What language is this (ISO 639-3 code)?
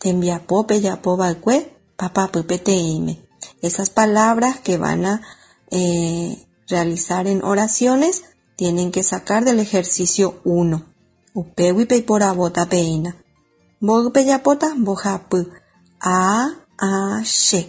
grn